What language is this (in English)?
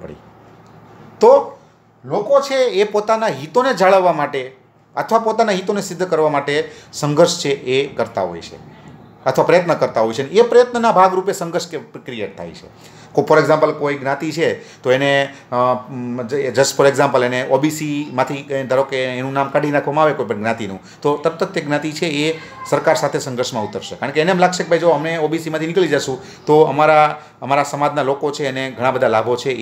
Gujarati